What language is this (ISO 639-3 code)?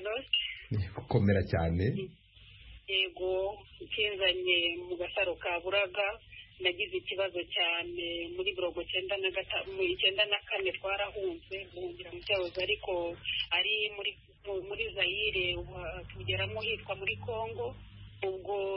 kin